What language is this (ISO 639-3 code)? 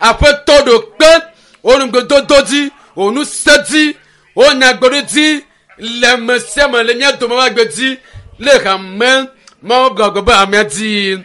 ewe